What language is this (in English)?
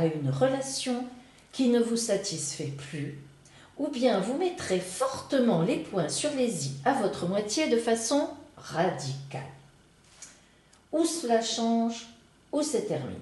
French